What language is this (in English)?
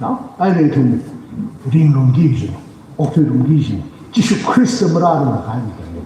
Tangkhul Naga (India)